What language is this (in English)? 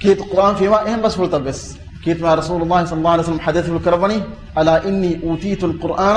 Divehi